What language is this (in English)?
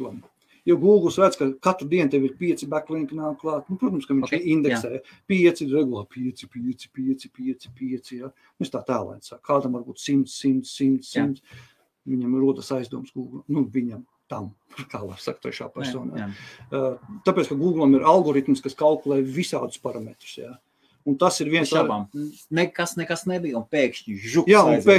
Latvian